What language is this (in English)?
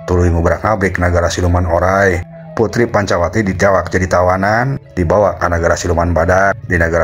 Sundanese